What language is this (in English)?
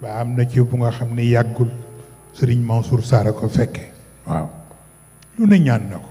Wolof